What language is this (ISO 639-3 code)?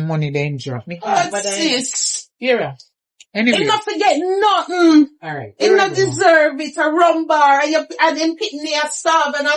jam